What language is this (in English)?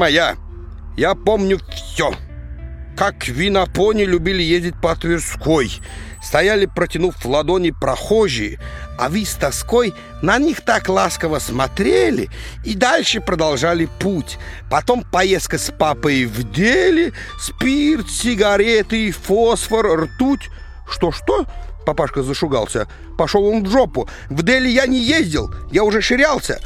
Russian